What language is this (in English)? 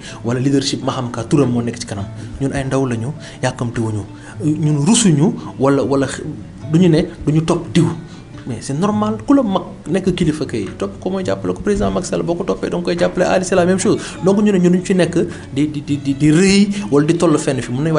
Wolof